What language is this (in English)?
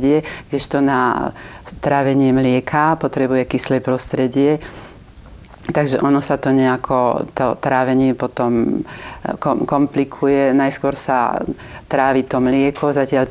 Slovak